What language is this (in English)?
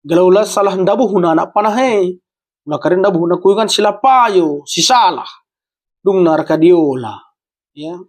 Batak Karo